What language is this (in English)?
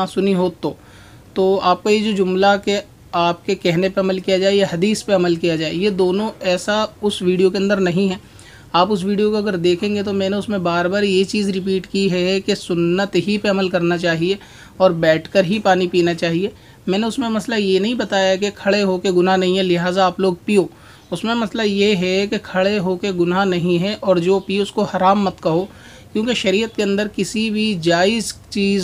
Urdu